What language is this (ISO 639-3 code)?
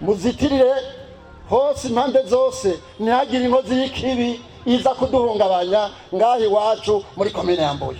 run